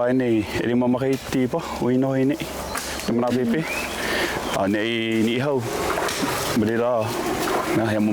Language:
Hawaiian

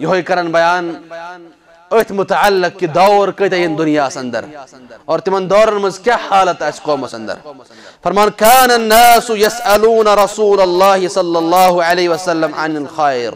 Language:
Kashmiri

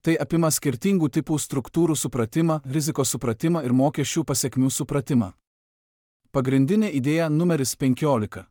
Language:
Lithuanian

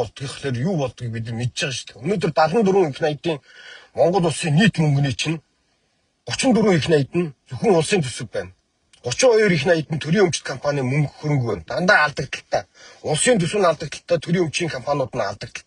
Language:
Mongolian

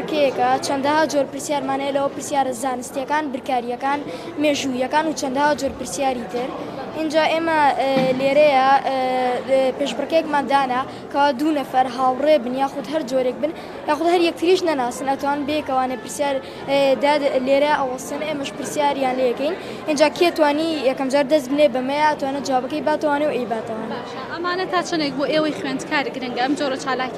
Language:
Central Kurdish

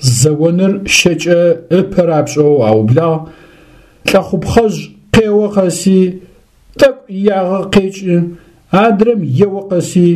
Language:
Adyghe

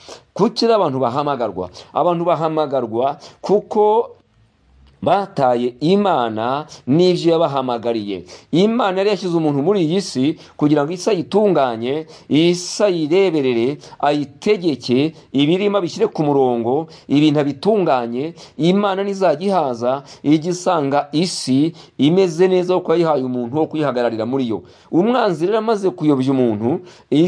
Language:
Kinyarwanda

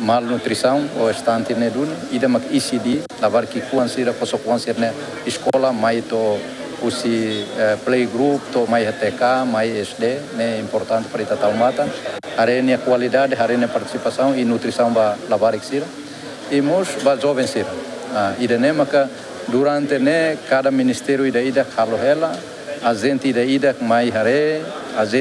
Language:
Tetum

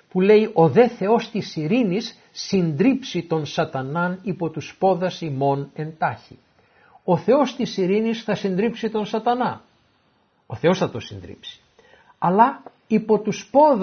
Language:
Greek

